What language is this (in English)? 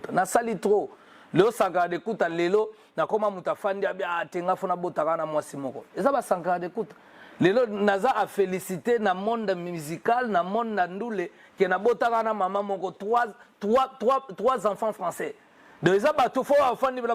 Lingala